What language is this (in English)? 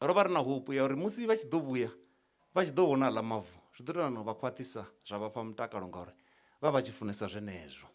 Venda